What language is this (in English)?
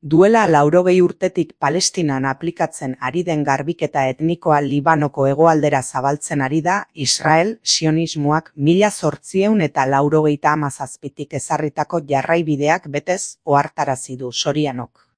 Basque